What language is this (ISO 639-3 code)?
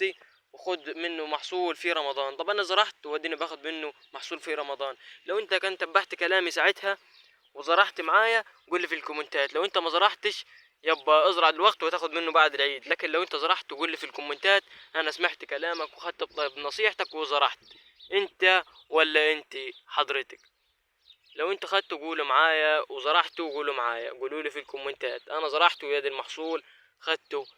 arz